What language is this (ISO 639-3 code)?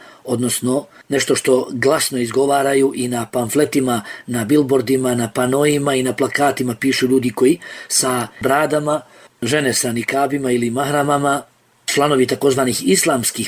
bos